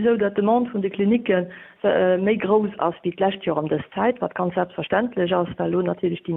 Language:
Luxembourgish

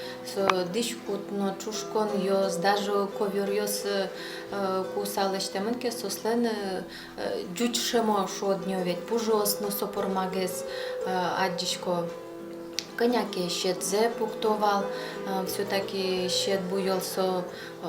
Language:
Udmurt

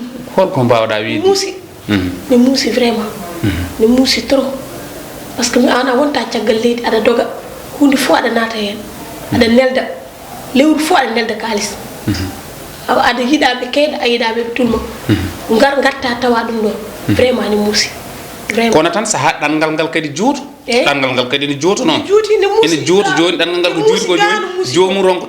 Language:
Fula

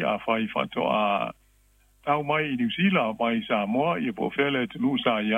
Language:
Samoan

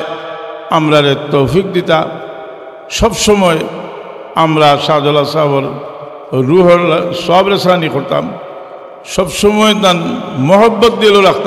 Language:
Sylheti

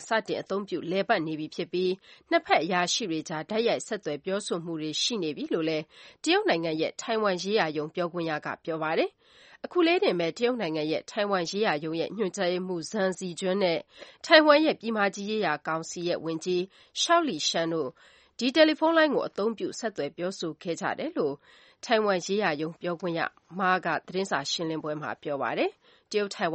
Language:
Burmese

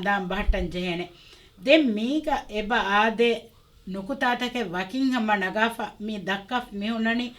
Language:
Divehi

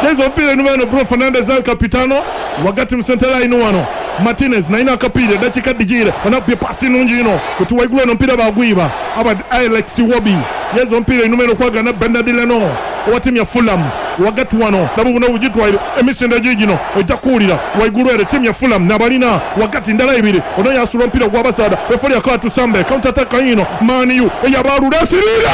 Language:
Ganda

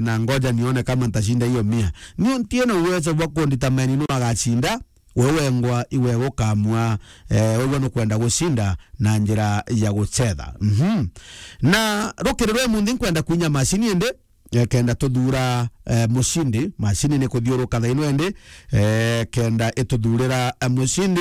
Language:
Meru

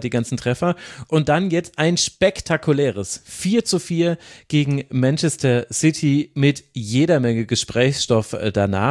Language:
German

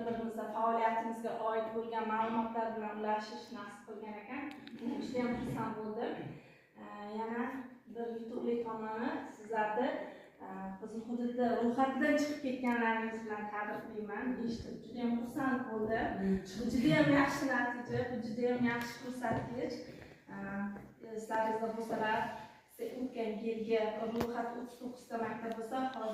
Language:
Uzbek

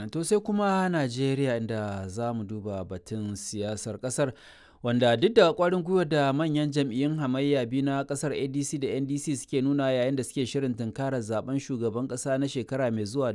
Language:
Hausa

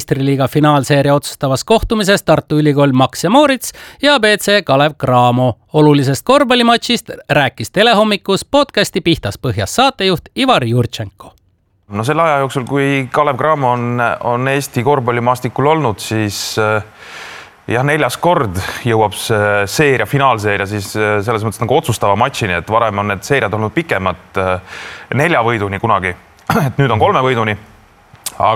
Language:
Estonian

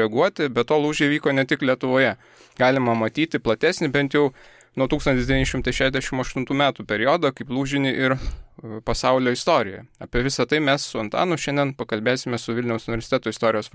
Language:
Lithuanian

